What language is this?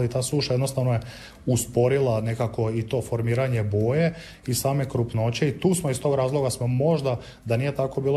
Croatian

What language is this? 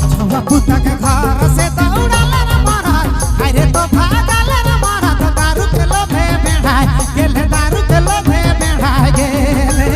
Sadri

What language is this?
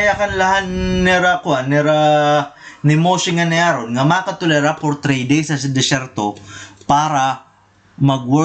Waray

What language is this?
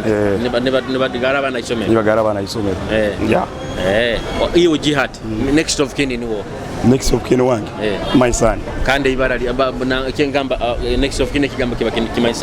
Nyoro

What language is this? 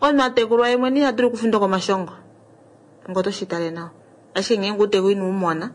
Kuanyama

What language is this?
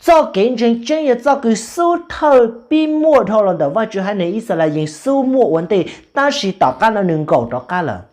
Hmong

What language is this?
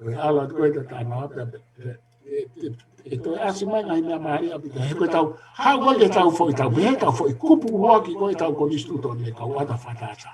Tongan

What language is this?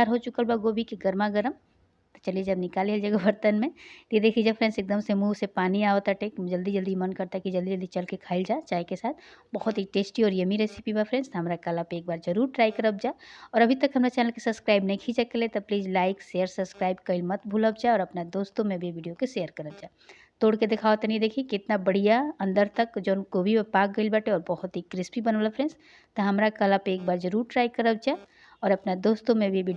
Bhojpuri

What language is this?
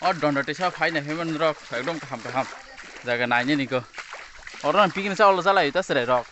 Kok Borok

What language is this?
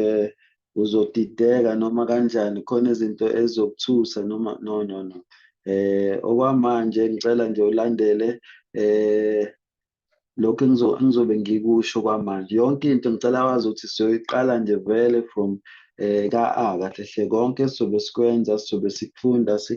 Zulu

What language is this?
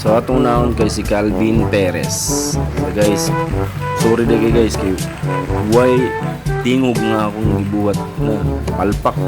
Cebuano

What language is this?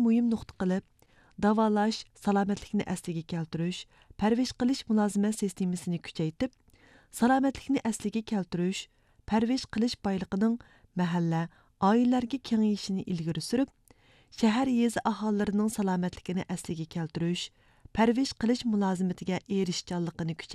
Uyghur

